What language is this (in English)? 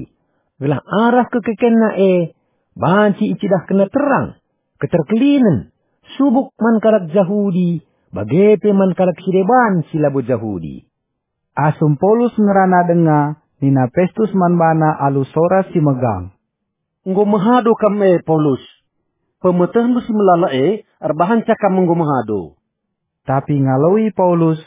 Batak Karo